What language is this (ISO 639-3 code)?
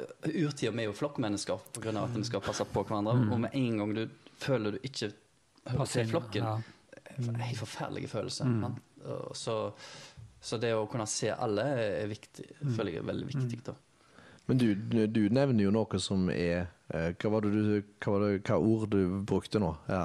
nor